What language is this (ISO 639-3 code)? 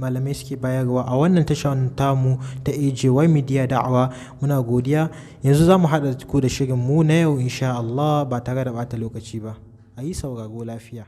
hau